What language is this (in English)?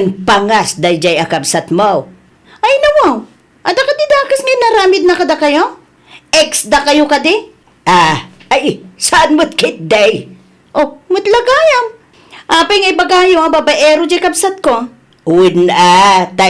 Iloko